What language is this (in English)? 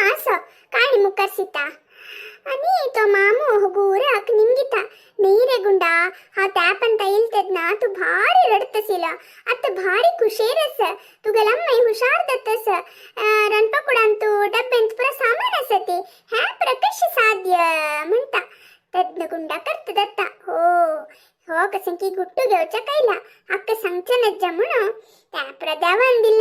Konkani